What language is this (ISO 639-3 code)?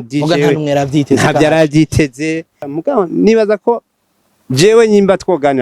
run